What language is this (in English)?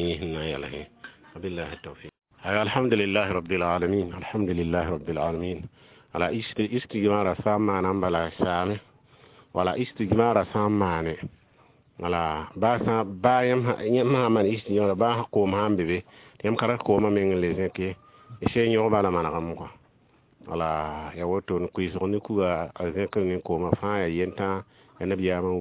Mossi